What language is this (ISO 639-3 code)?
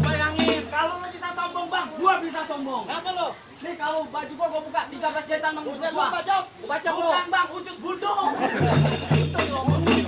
bew